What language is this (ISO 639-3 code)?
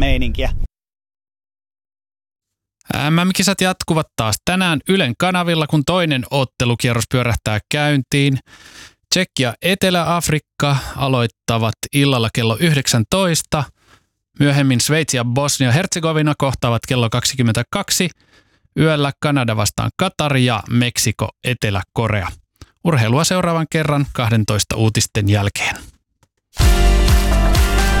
fin